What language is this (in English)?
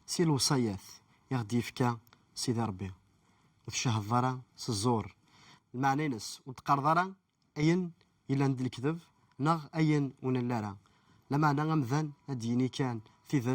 Kabyle